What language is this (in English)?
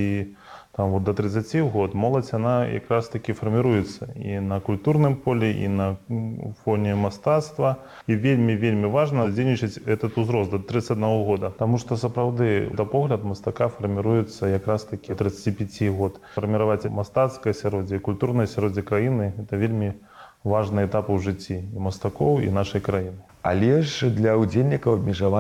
Belarusian